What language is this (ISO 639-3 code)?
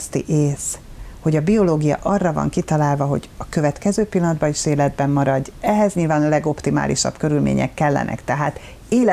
hun